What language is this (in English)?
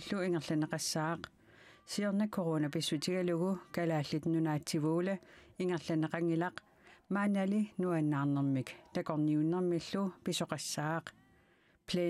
Kalaallisut